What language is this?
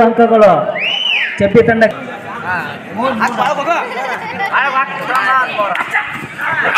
Kannada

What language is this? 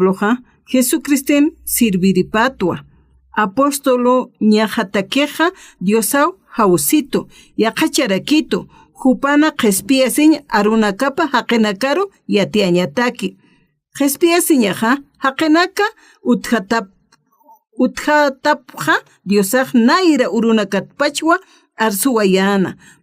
Aymara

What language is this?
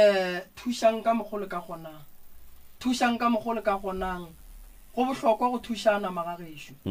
Northern Sotho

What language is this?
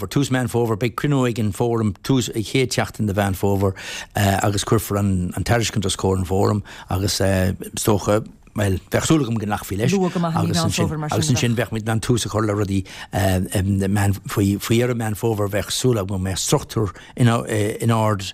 Irish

